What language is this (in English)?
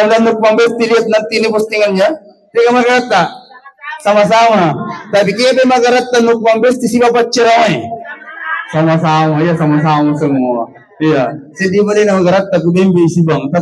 Buginese